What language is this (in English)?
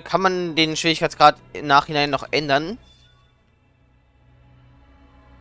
German